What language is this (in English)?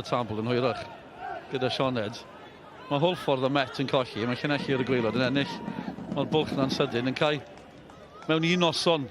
Welsh